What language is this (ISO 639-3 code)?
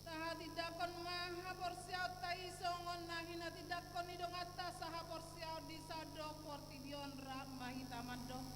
bbc